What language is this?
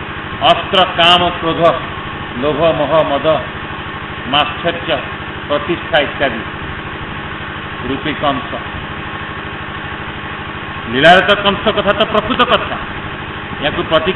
Odia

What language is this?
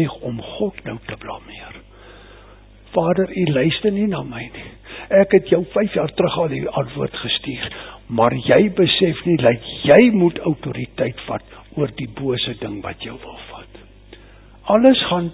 Afrikaans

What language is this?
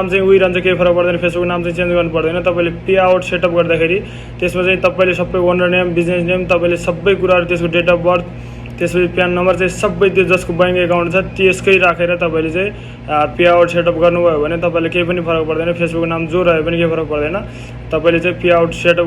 Nepali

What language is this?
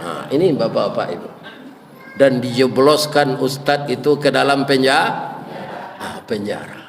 Minangkabau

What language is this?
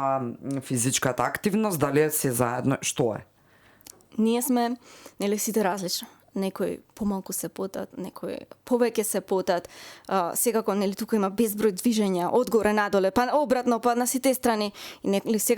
Macedonian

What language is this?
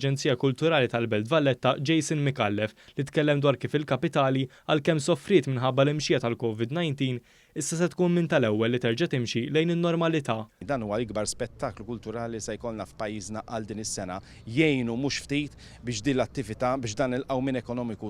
Maltese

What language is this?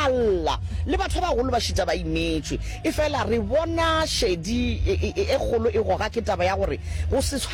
Northern Sotho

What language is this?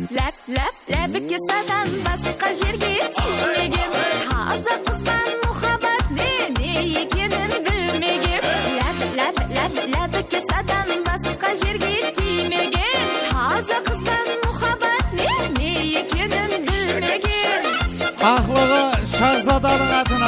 Kara-Kalpak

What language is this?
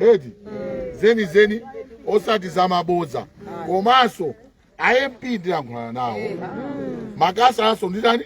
Nyanja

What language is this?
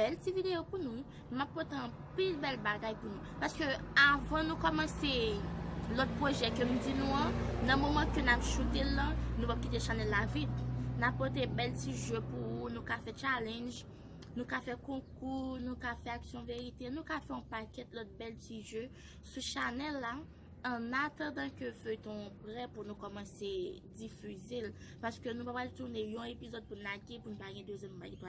Haitian Creole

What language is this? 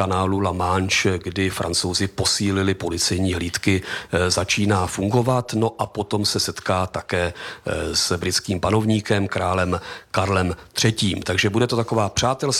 Czech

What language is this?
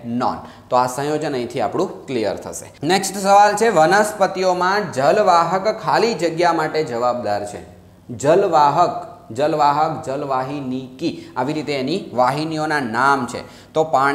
Gujarati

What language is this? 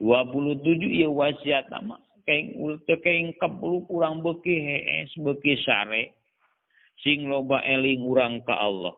Sundanese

